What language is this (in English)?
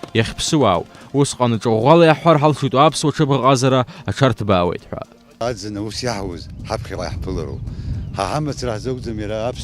Abkhazian